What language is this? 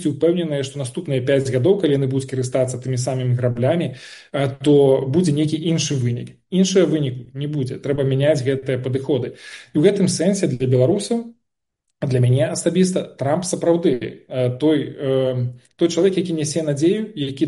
Belarusian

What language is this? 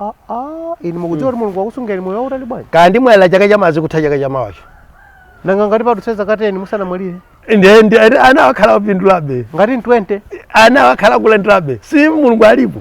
Nyanja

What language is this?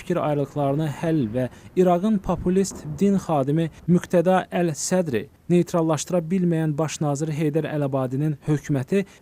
Azerbaijani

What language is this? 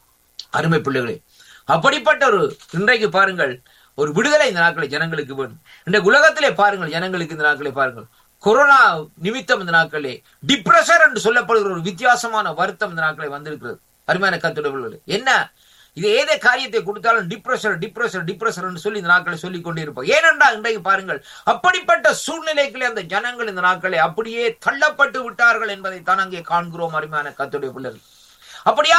Tamil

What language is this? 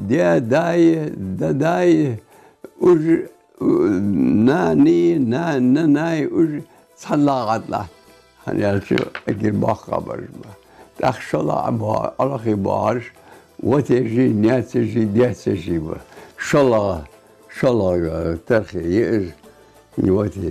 Ingush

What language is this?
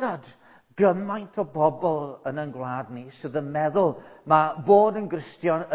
Welsh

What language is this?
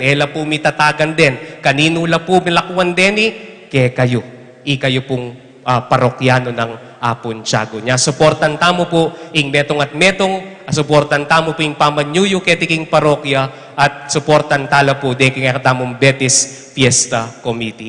Pampanga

